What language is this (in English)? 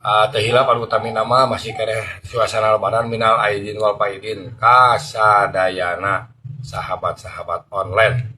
Sundanese